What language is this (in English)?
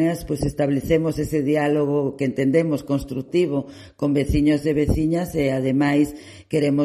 Galician